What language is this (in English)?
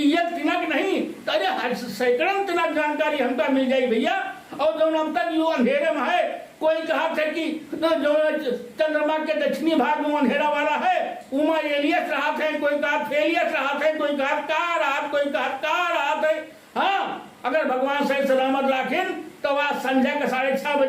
Awadhi